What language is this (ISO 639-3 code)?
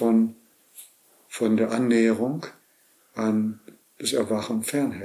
deu